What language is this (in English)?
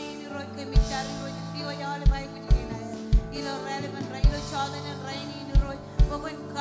Marshallese